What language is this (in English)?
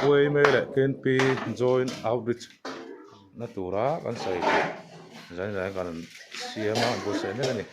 Mizo